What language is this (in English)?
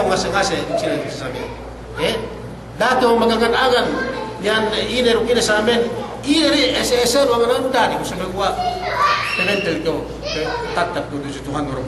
Yakan